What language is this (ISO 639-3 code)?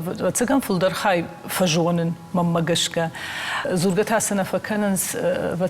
oss